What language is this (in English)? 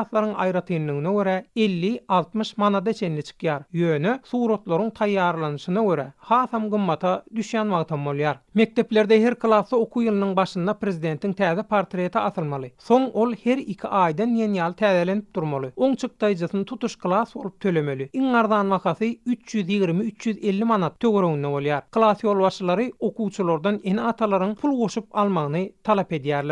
Turkmen